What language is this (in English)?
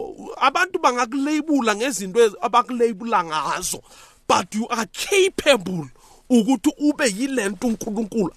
South Ndebele